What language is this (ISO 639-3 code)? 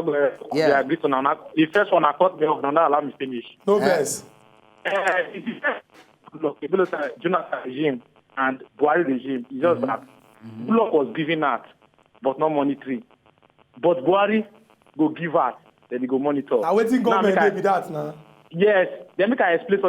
pcm